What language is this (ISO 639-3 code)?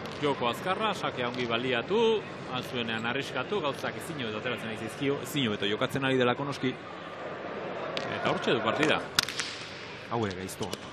eus